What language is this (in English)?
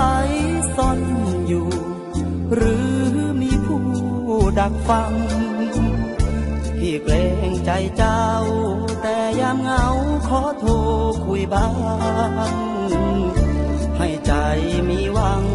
Thai